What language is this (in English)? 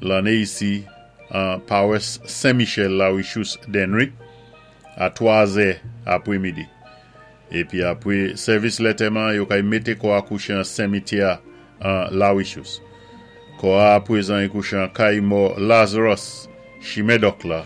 Saint Lucian Creole French